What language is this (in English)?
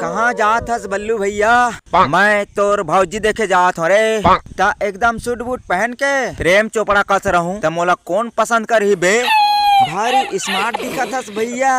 Chhattisgarhi